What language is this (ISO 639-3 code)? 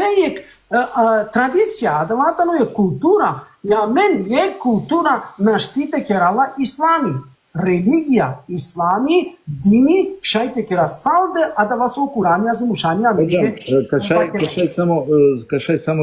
rmn